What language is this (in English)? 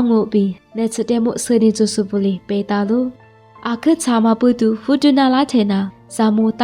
Lisu